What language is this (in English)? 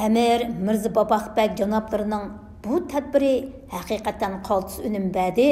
Uyghur